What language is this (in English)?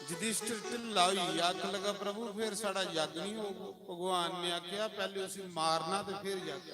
Dogri